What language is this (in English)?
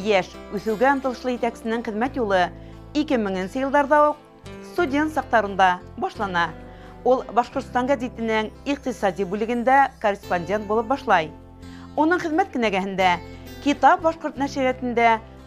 Bashkir